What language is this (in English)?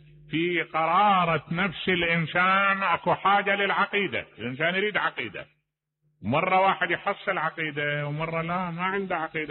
Mesopotamian Arabic